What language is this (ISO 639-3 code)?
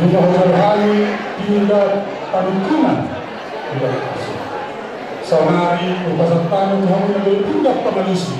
bbc